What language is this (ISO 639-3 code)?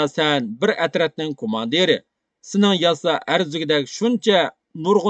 uig